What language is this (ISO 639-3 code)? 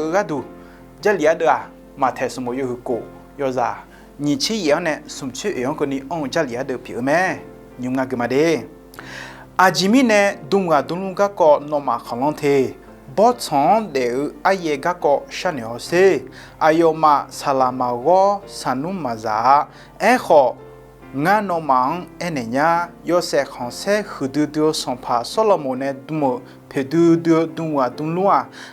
ahk